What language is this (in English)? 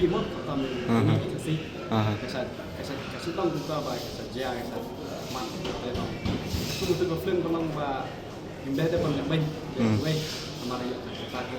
Khasi